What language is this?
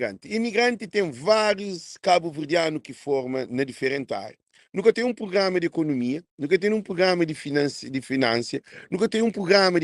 Kabuverdianu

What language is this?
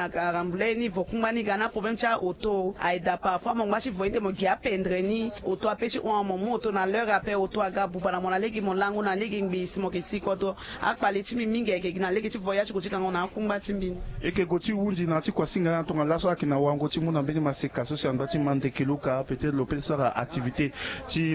Sango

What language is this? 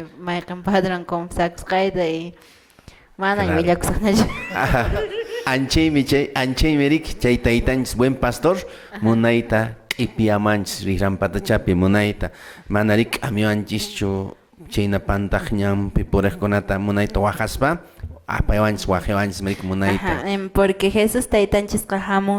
Quechua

